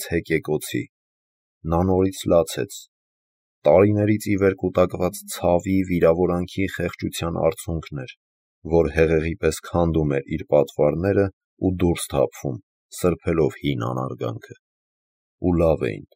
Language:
Armenian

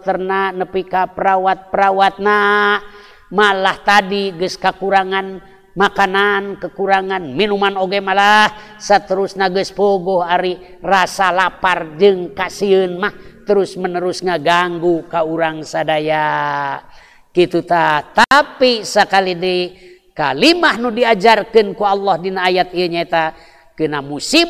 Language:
Sundanese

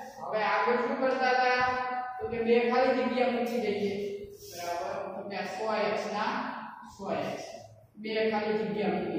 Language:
Gujarati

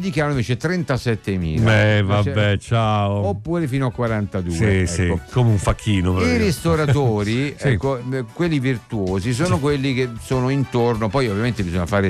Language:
Italian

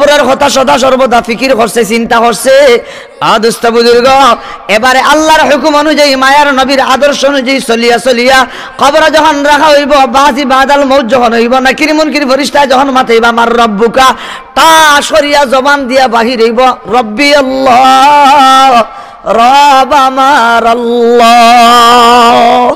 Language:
Sylheti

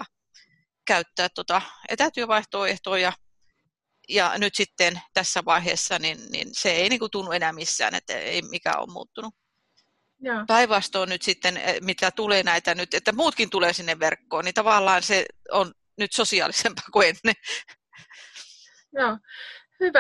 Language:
Finnish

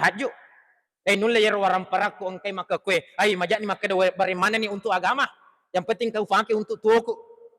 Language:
Buginese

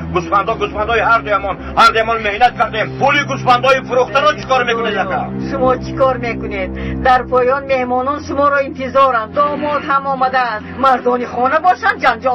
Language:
Tajik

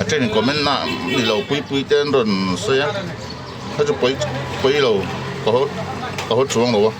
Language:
Hmar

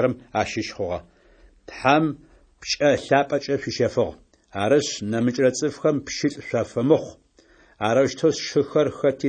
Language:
Adyghe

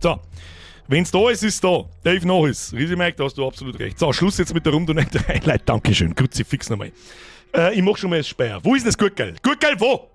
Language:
Bavarian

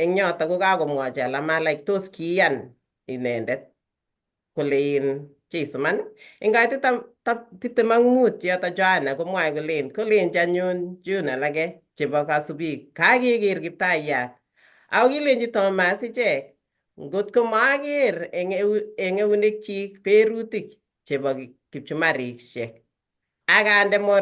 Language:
Kalenjin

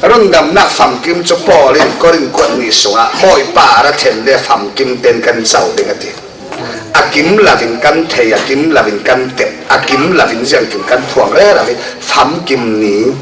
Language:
Falam Chin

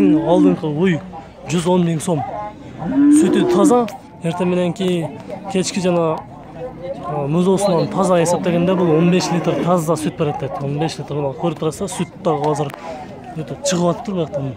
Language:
Kyrgyz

